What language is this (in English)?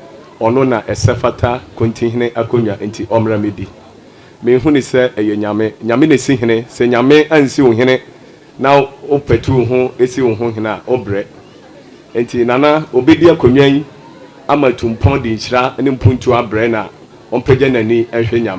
Akan